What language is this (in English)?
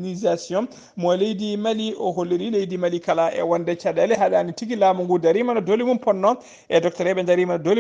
Fula